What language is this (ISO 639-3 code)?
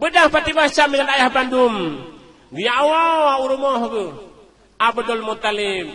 ace